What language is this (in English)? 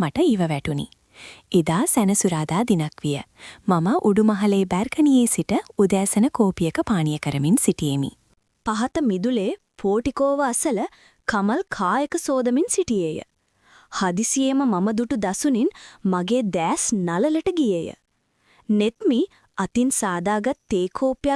Sinhala